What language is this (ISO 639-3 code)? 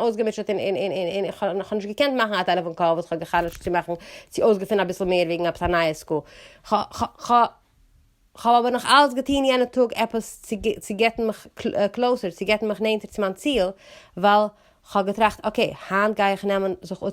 yid